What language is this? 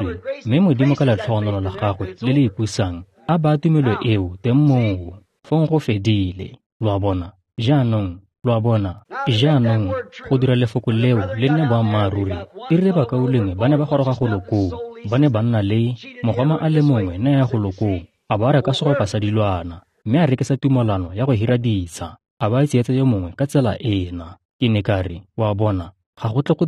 Tswana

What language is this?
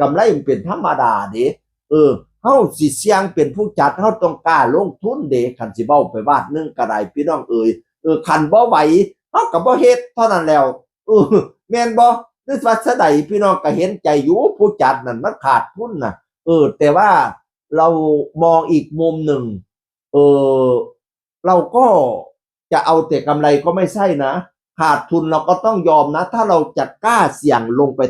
Northeastern Thai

